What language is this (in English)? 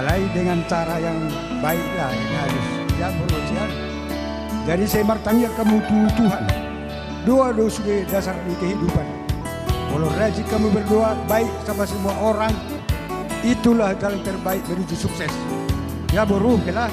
Batak Toba